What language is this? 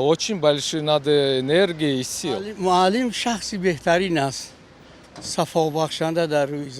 Tajik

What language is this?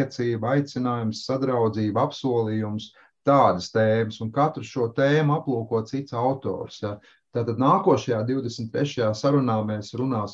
Latvian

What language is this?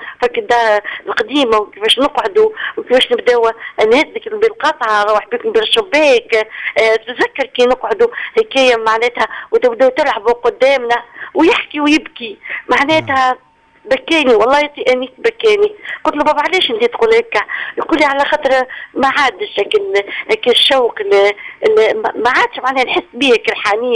Tunisian Arabic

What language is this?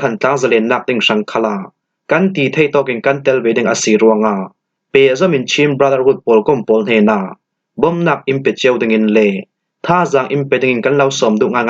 Falam Chin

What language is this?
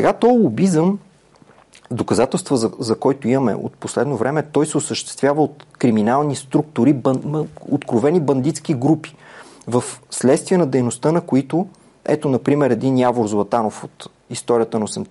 Bulgarian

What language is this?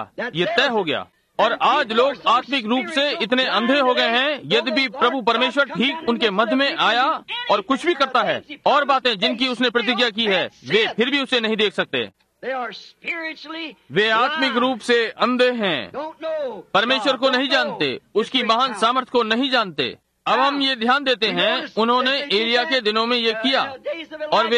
Hindi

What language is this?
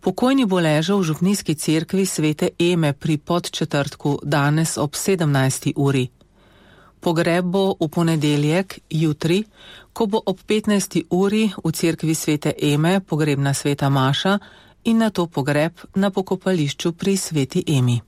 Slovenian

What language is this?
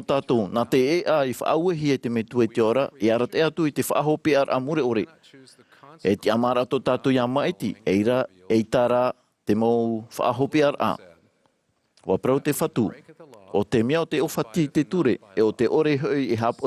Tahitian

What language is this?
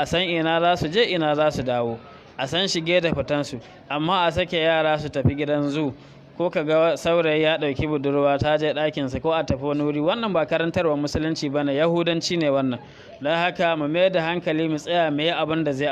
Hausa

